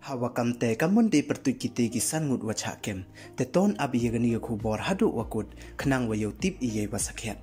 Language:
Pnar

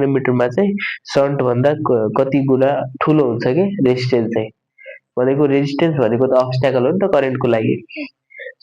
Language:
Nepali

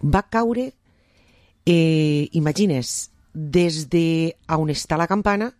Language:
Catalan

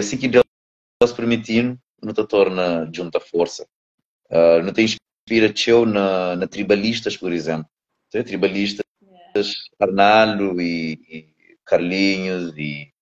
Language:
Kabuverdianu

